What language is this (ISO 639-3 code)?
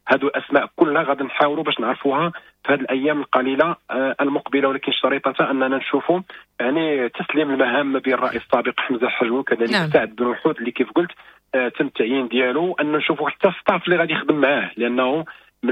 ary